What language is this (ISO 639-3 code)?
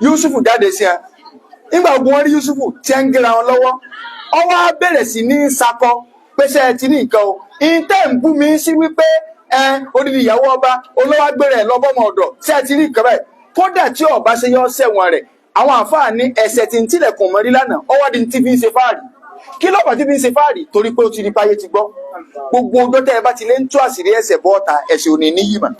yor